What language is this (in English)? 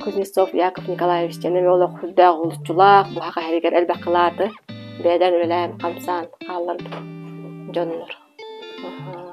Yakut